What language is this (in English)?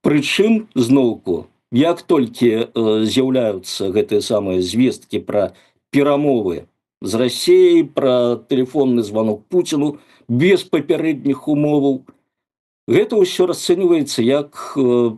Belarusian